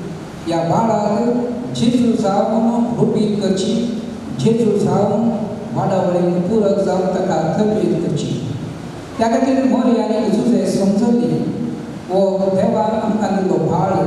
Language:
Konkani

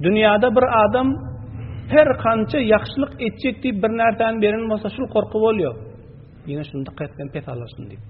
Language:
Turkmen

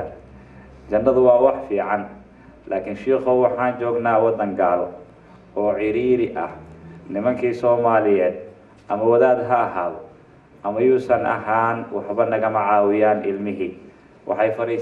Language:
Somali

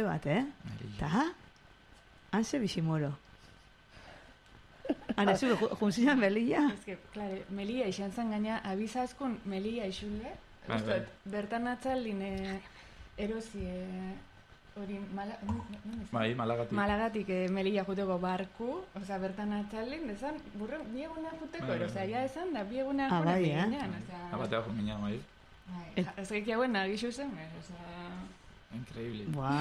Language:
Basque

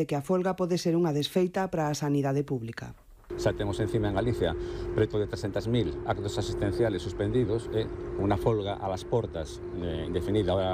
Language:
Galician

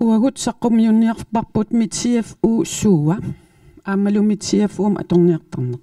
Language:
Kalaallisut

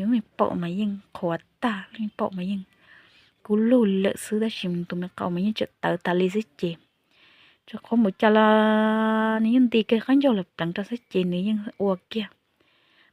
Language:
Hmong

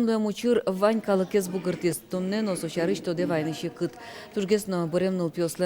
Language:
Udmurt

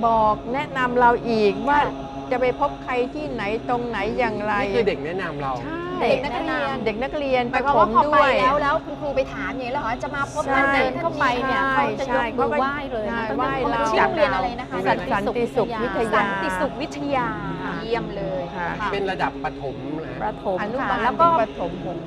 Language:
Thai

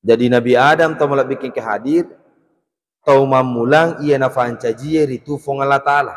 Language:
Buginese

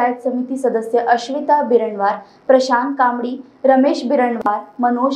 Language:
Marathi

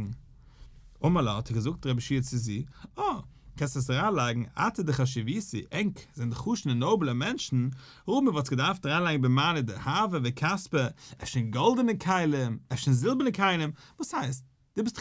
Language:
Yiddish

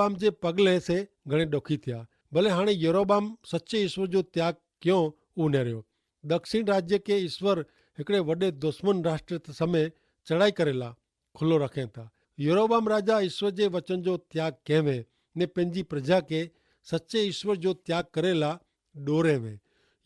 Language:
Kachhi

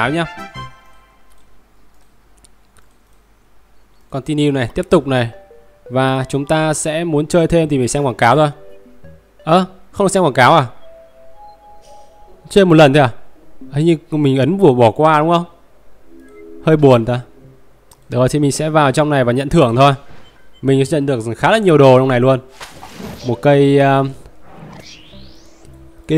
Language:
Vietnamese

